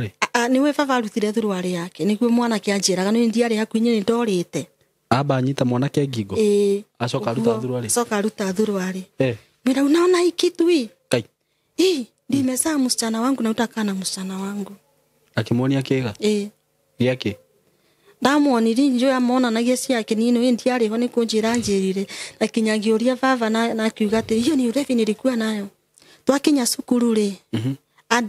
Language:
Kikuyu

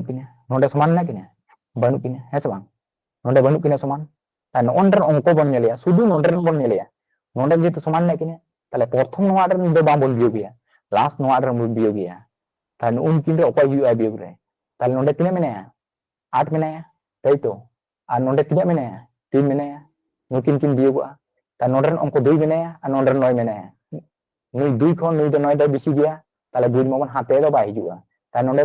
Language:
Santali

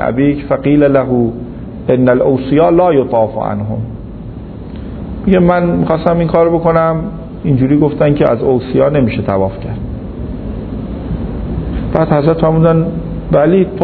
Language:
Persian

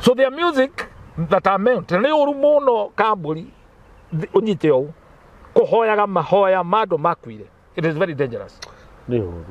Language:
Kikuyu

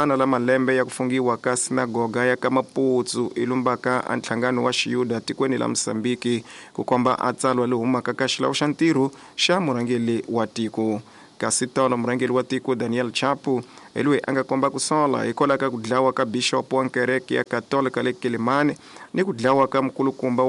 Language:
Tsonga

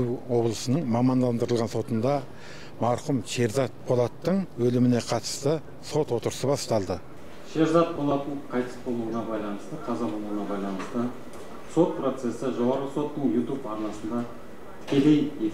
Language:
Kazakh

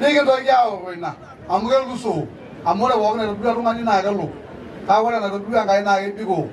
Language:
Masai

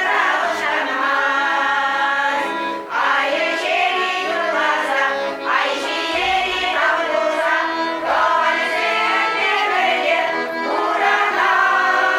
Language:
Chuvash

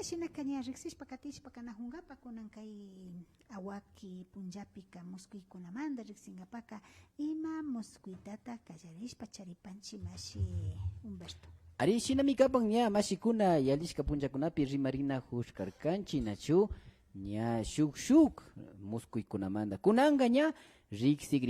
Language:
Imbabura Highland Quichua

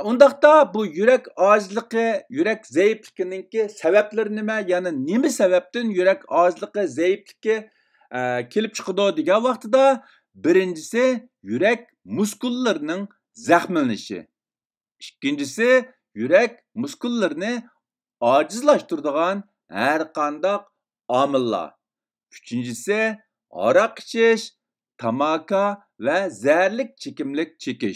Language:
Uyghur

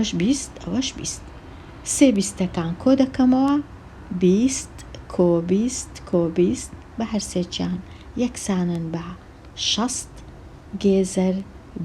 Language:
Central Kurdish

